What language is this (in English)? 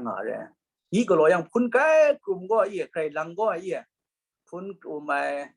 Kachin